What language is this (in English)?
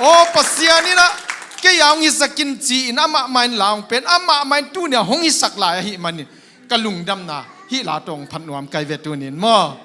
Tedim Chin